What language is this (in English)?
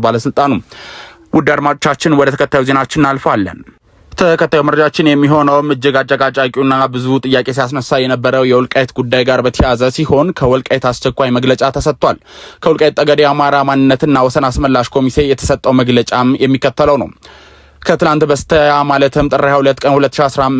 Amharic